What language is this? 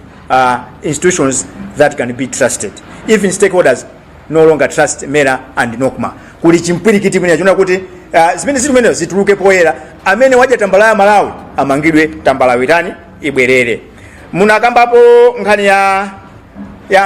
Nyanja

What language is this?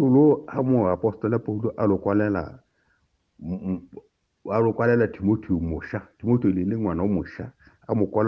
Tswana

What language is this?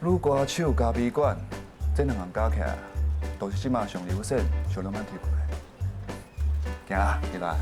Min Nan Chinese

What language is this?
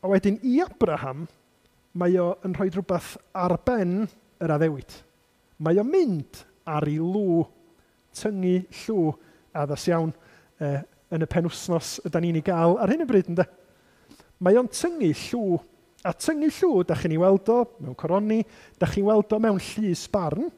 Welsh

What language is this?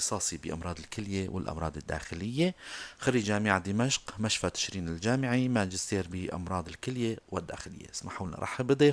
North Levantine Arabic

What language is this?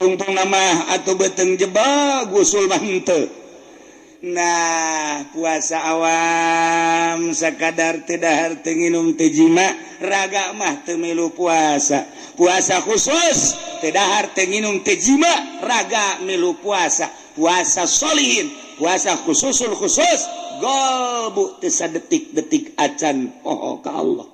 Sundanese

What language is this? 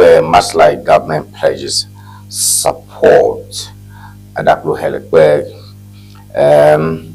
Ewe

